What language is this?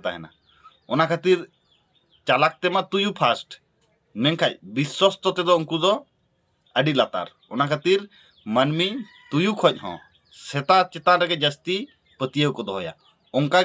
Santali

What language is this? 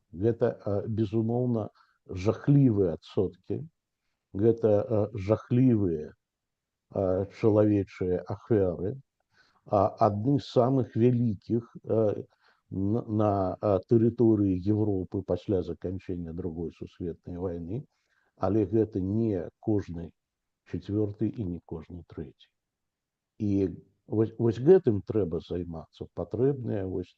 Belarusian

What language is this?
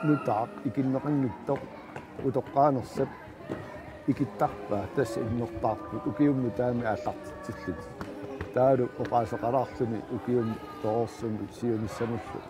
Kalaallisut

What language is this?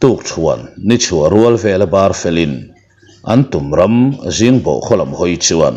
Mizo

